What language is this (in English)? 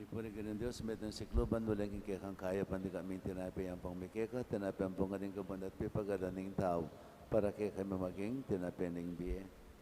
Pampanga